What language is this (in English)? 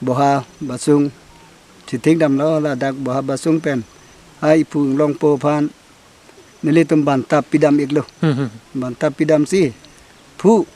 Karbi